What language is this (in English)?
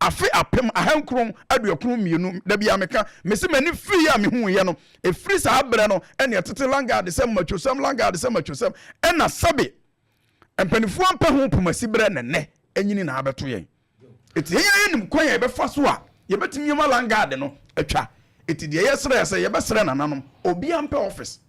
Akan